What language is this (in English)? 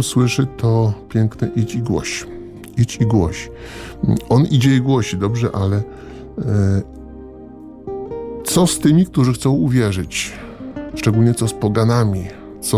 Polish